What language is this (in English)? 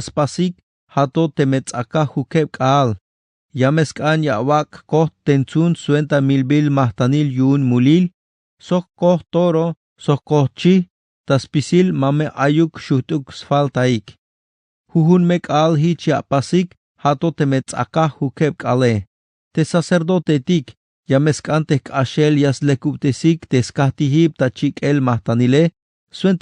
Tzeltal